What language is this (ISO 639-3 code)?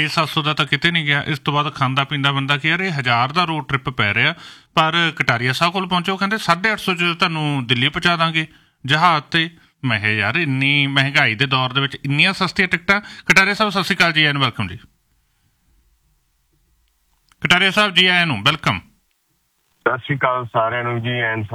pan